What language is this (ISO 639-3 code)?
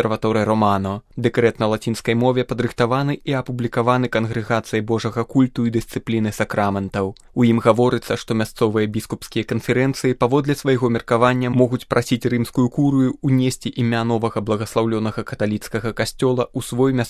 bel